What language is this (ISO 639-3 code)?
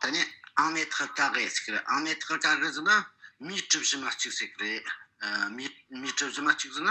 bod